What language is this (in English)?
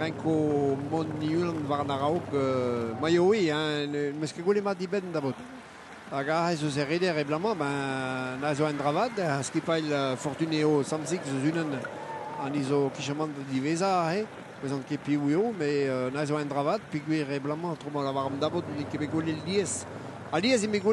Breton